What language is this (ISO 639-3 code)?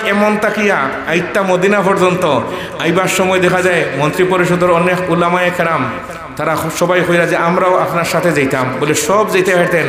syl